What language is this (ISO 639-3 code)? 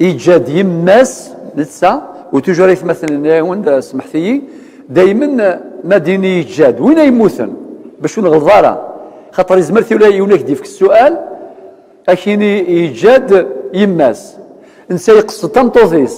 kab